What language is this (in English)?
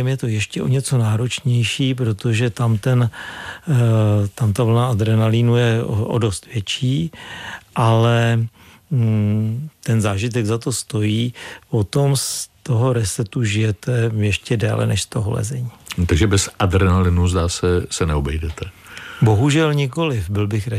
Czech